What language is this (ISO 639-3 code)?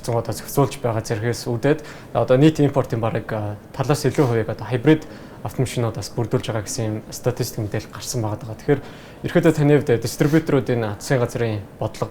mon